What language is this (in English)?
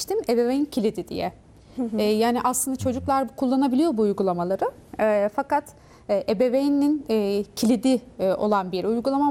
Turkish